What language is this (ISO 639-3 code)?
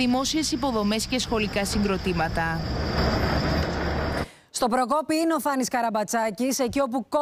ell